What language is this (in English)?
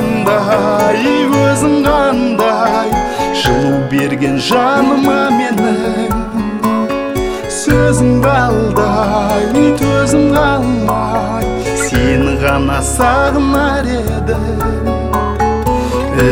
Kazakh